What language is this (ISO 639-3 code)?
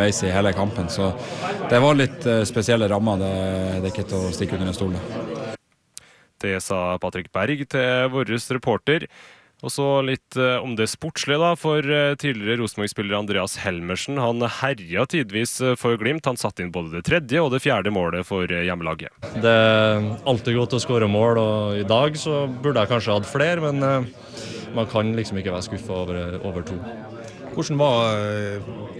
nor